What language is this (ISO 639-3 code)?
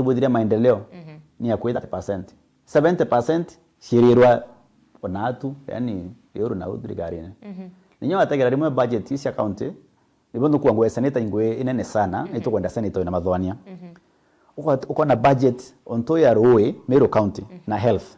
mer